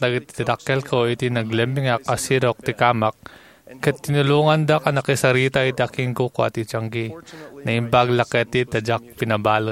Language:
Iloko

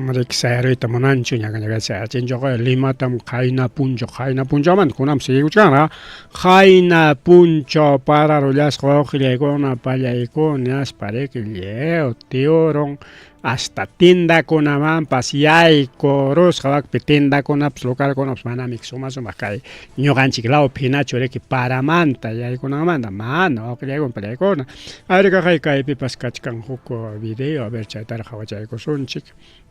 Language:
Ayacucho Quechua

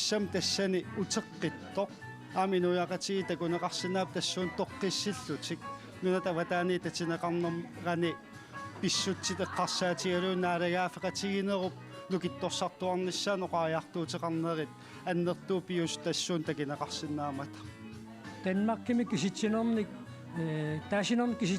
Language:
Kalaallisut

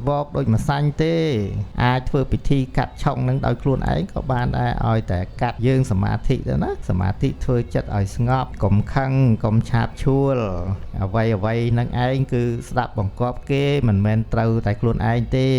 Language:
Khmer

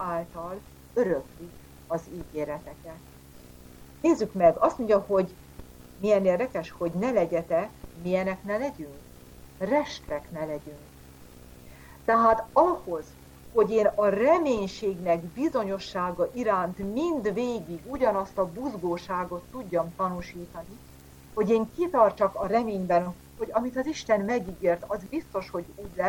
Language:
Hungarian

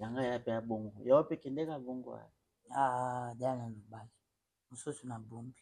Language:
Lingala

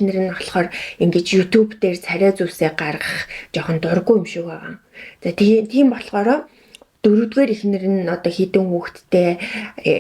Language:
Mongolian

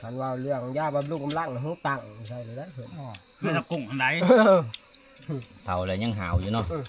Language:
Northeastern Thai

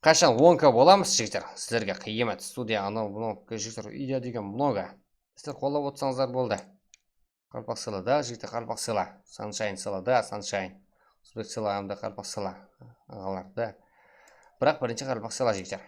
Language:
Kara-Kalpak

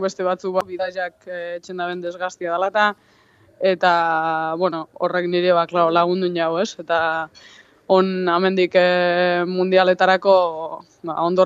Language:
Basque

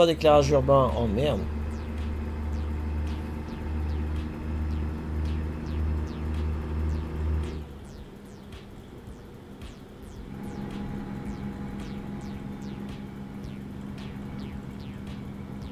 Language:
French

